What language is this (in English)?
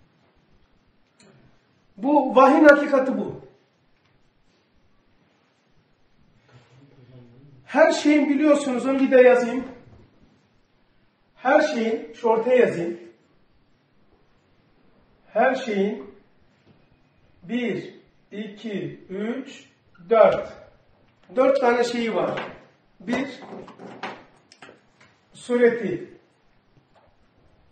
Turkish